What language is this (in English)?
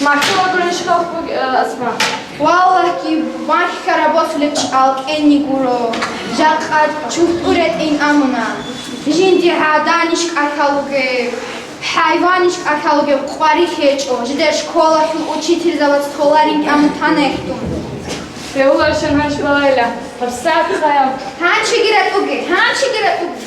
Avaric